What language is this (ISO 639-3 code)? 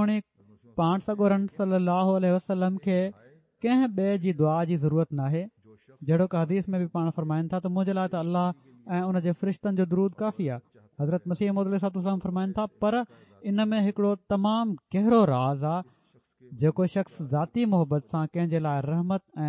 snd